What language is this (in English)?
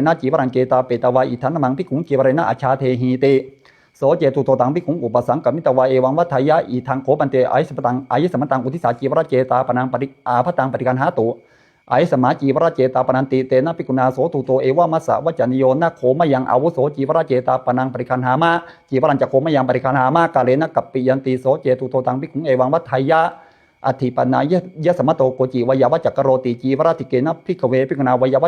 Pali